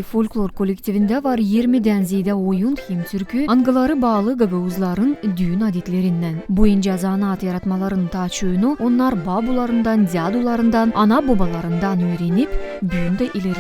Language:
Gagauz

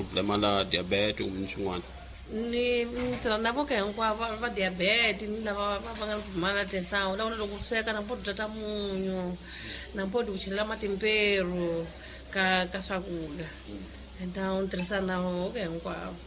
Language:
Tsonga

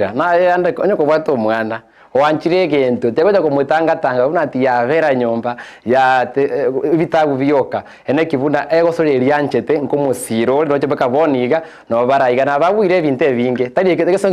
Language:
Gusii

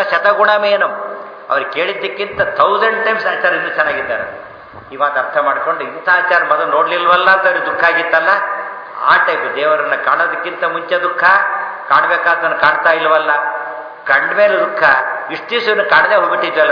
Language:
Kannada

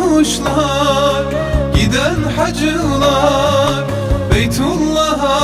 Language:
Turkish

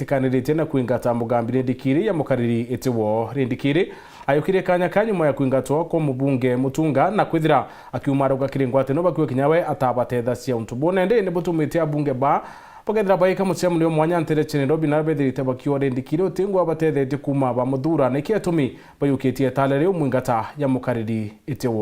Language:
Meru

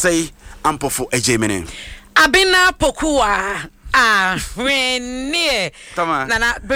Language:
Akan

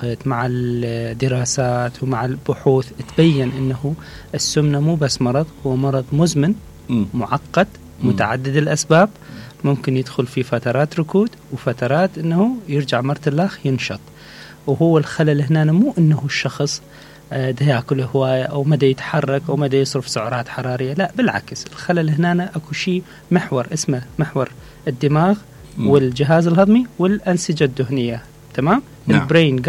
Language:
Mesopotamian Arabic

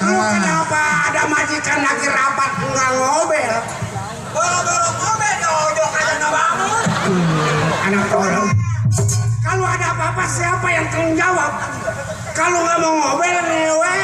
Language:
Betawi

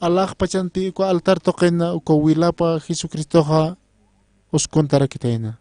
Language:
Aymara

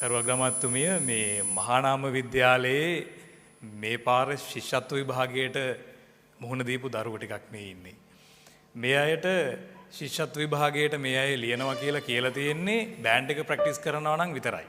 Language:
Sinhala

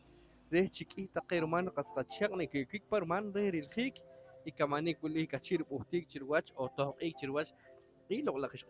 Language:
Poqomchi'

